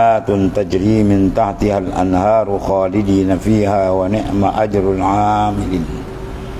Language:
Malay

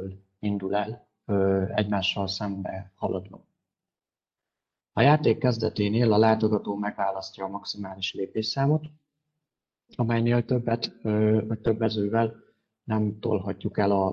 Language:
Hungarian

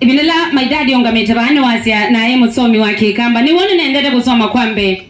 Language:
Kamba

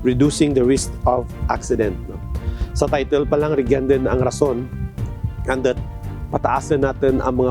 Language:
Kinaray-a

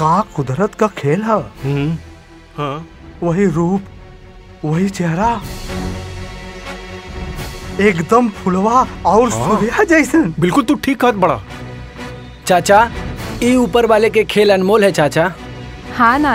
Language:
Bhojpuri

